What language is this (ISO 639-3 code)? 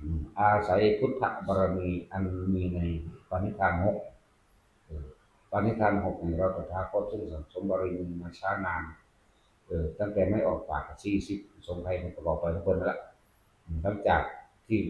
tts